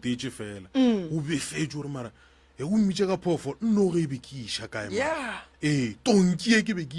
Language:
Northern Sotho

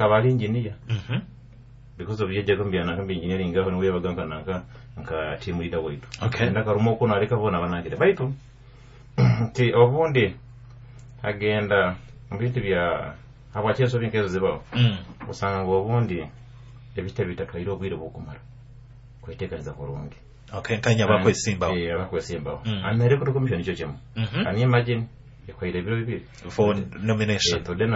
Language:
Nyoro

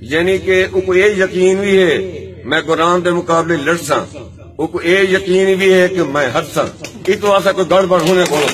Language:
Saraiki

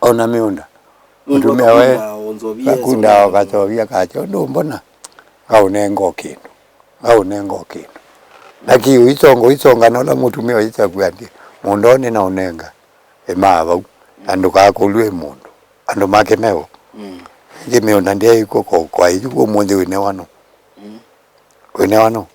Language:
Kamba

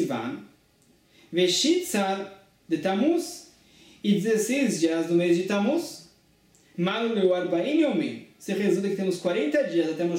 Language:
Portuguese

